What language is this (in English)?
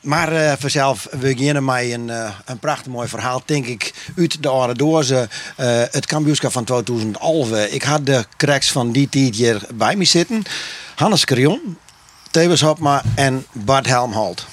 Western Frisian